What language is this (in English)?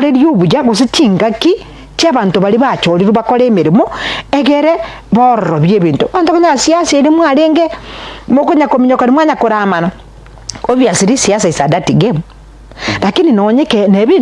Gusii